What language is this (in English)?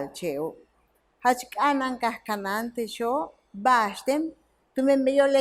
Yucateco